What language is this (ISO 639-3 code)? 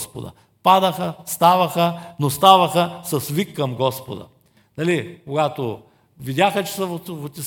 bul